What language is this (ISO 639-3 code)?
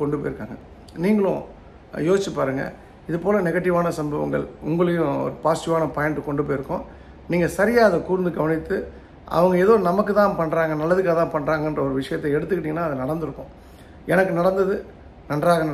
tam